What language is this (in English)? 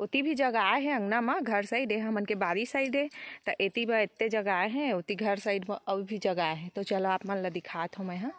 Chhattisgarhi